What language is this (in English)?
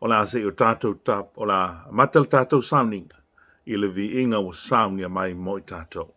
Samoan